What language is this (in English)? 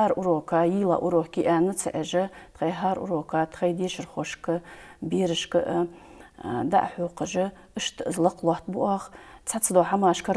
Ingush